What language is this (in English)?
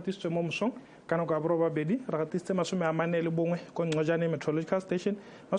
Tswana